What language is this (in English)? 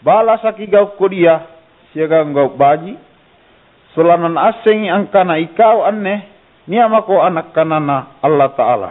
Makasar